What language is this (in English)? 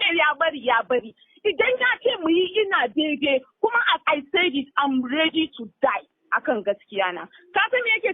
Hausa